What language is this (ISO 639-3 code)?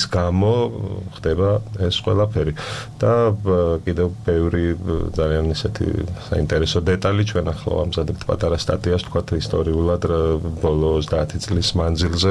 kat